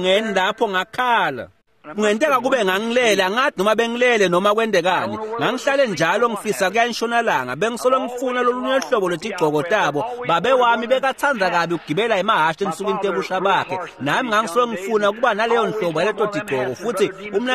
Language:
Swati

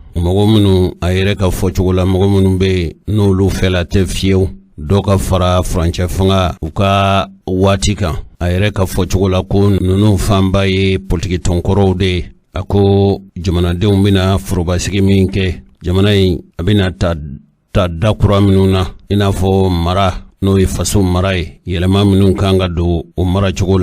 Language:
Bambara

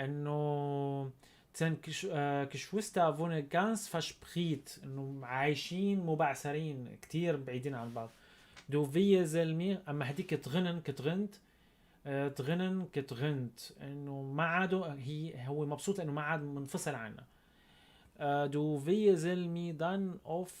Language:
North Levantine Arabic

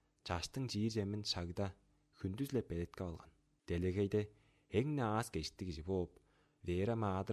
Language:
Tuvinian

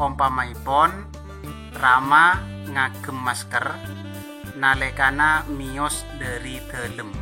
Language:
Madurese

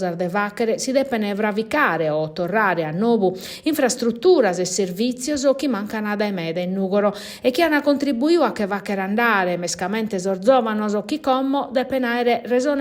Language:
Sardinian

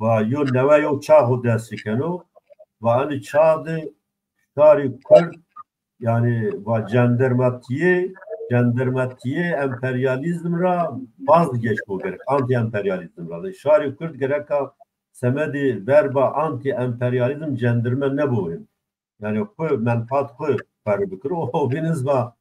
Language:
Zaza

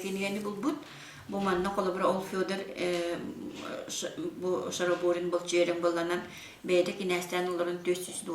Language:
Yakut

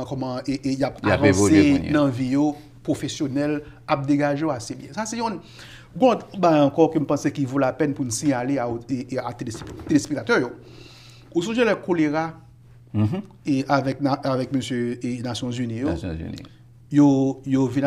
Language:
Haitian Creole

